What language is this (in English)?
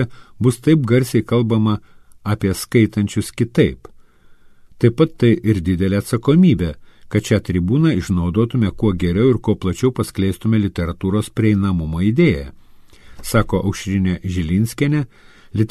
Lithuanian